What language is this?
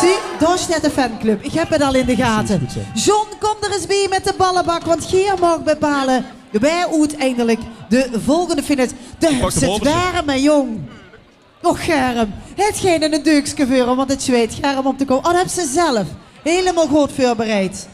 Limburgish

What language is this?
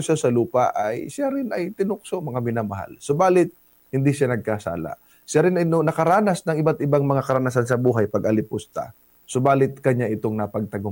Filipino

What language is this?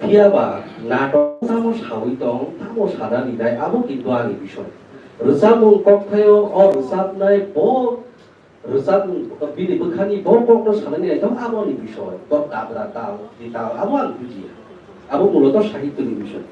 Kok Borok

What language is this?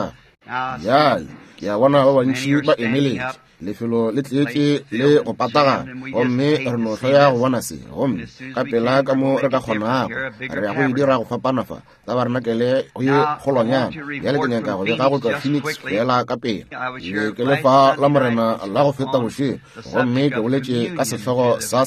Northern Sotho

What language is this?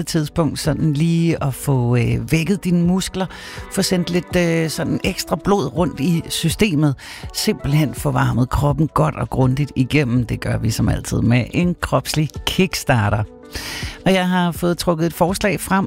Danish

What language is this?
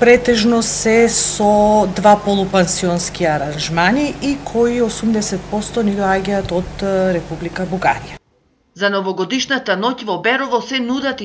Macedonian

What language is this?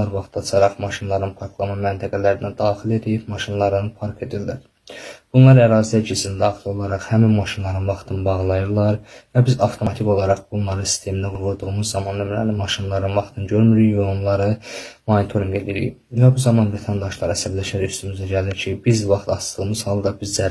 Azerbaijani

